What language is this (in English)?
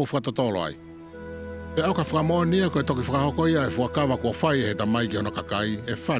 Tongan